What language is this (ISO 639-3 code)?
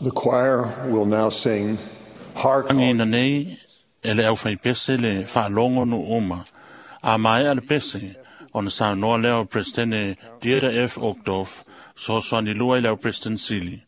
smo